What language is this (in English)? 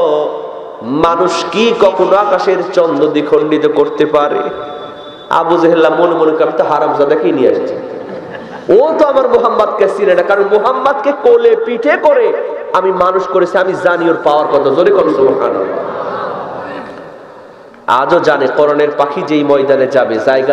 Bangla